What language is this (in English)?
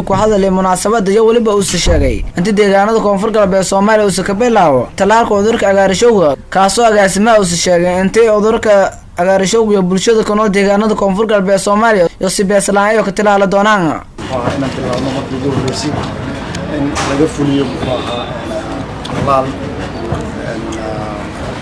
Somali